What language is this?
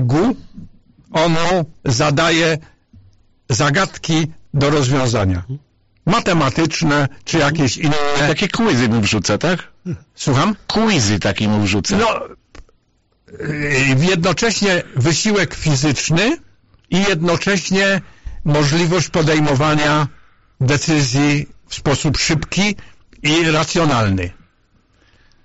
Polish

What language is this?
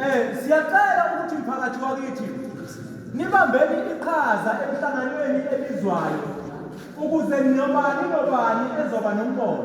Zulu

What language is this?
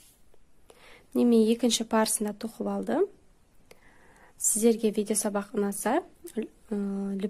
Kazakh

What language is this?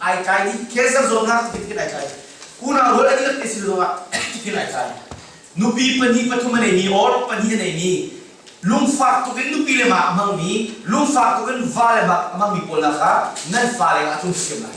Hakha Chin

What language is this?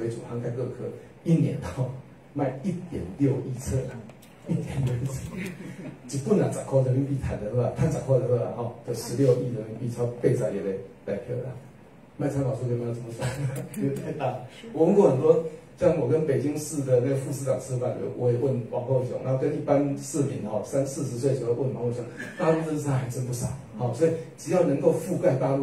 Chinese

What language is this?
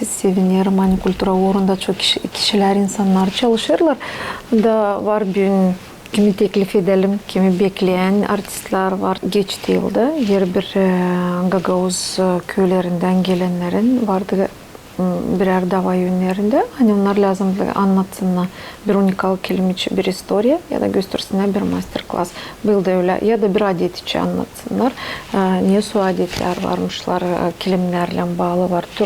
Gagauz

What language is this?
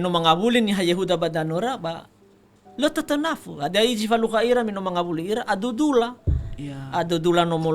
Nias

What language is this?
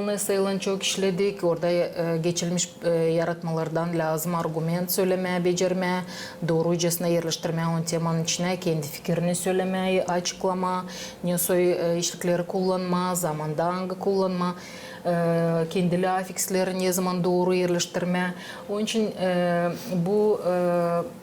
Gagauz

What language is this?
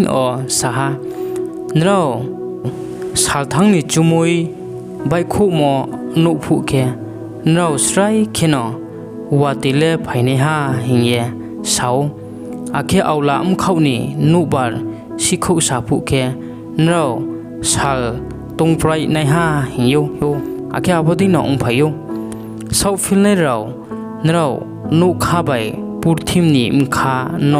Riang (India)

